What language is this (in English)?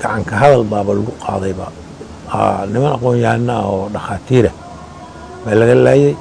Somali